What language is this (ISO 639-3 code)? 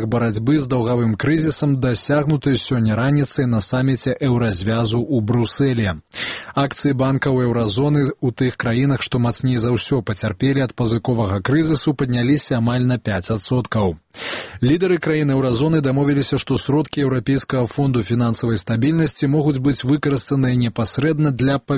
bel